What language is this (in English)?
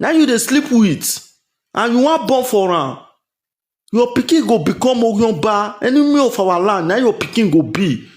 Nigerian Pidgin